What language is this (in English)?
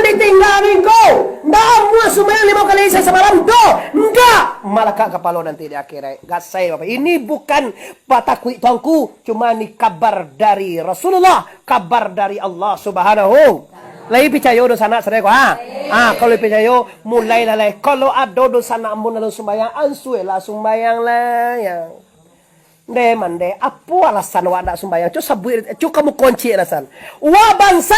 Minangkabau